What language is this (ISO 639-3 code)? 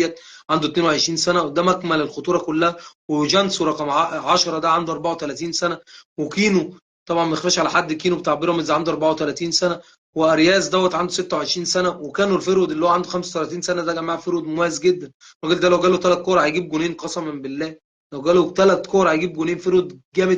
arz